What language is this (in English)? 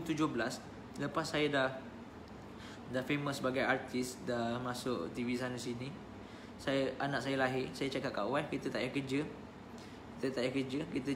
Malay